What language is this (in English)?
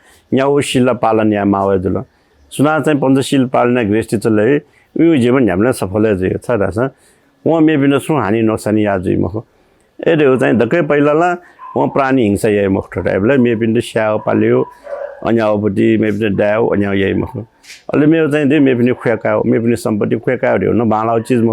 Newari